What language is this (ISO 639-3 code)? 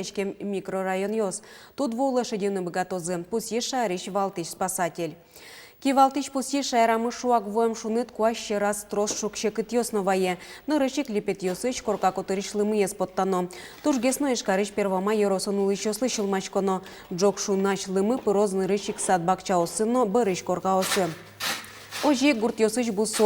udm